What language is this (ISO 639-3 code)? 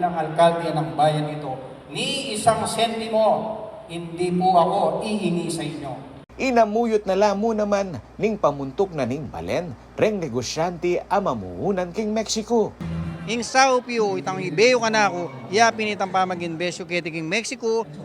pam